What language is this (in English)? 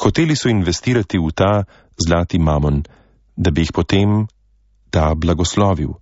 Slovenian